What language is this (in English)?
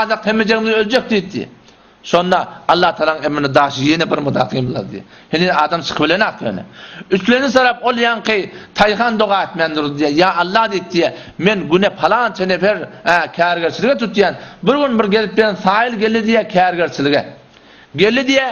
Turkmen